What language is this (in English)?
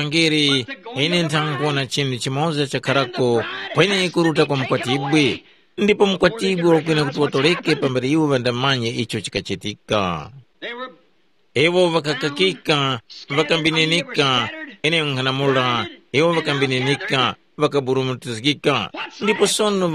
Tumbuka